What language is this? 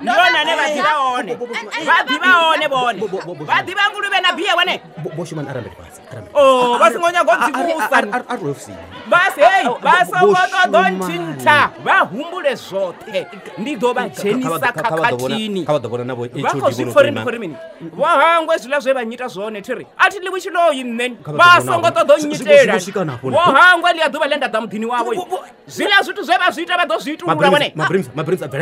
Venda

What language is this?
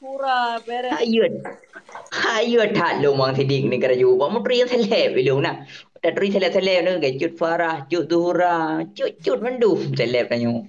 Achinese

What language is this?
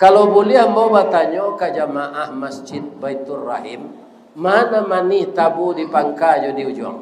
Minangkabau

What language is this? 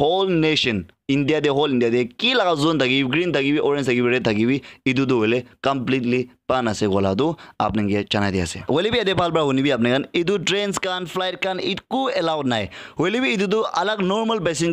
Naga Pidgin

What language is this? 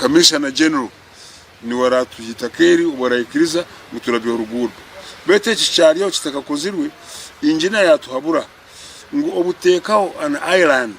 Nyankole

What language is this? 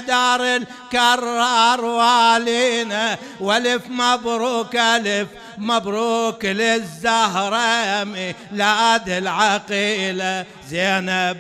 Mesopotamian Arabic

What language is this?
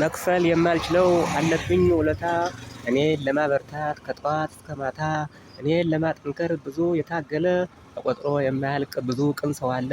Amharic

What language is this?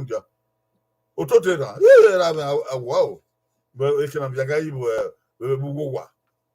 Bini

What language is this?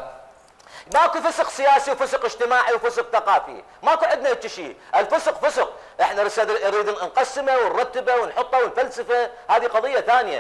Mesopotamian Arabic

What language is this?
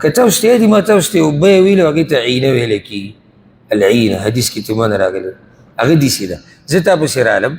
Pashto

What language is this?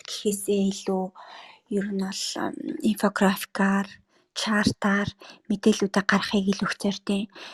Mongolian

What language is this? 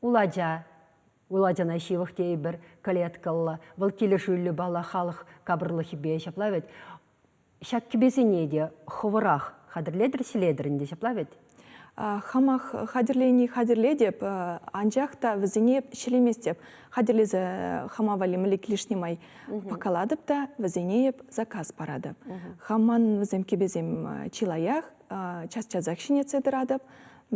Chuvash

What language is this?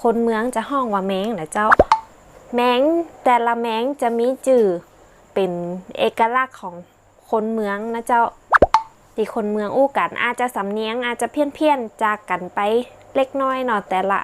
Northern Thai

